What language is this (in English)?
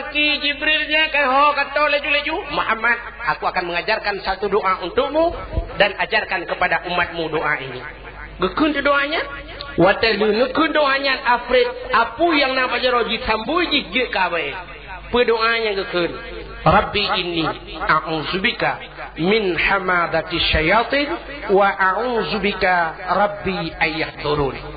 Achinese